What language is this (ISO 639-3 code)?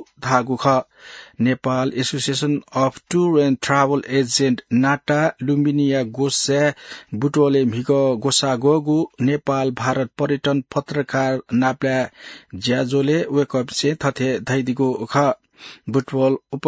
new